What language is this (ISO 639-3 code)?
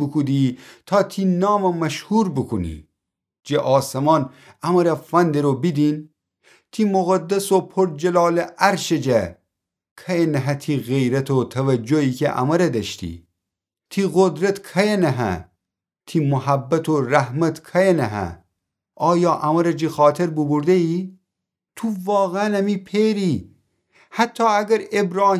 glk